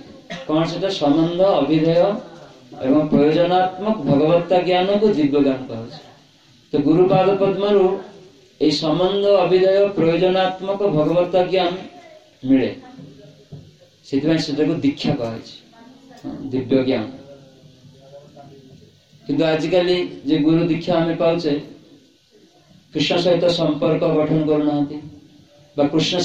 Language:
Odia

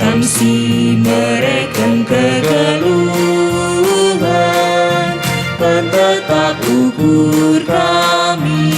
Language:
Batak Karo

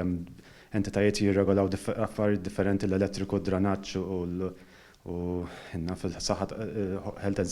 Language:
Maltese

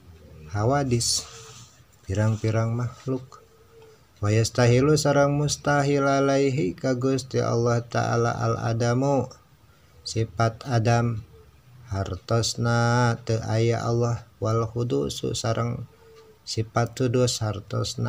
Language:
Sundanese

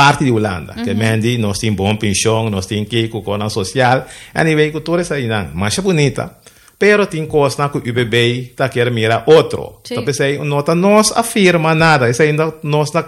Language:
Papiamento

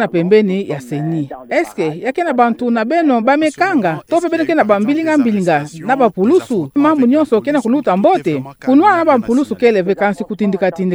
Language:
Kituba (Democratic Republic of Congo)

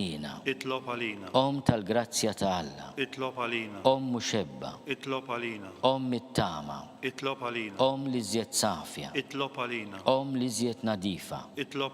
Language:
Maltese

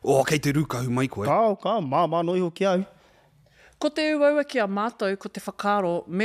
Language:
Māori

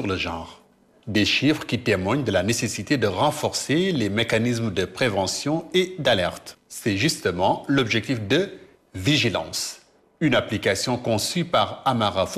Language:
French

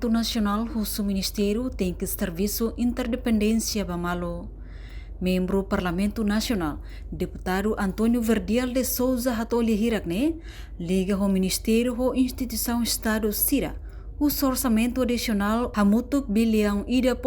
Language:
Tetum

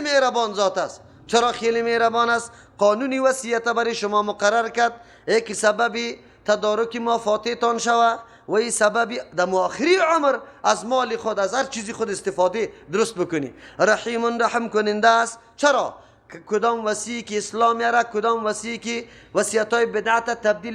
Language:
Persian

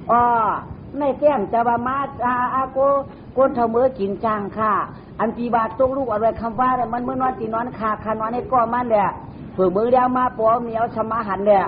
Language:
Shan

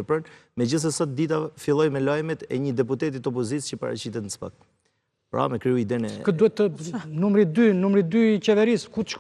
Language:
Albanian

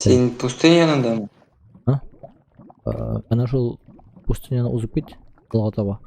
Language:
Tatar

